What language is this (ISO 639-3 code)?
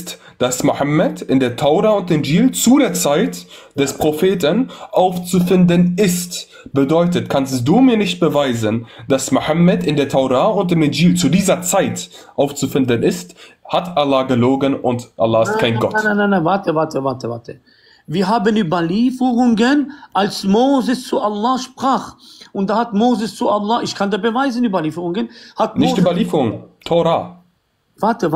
deu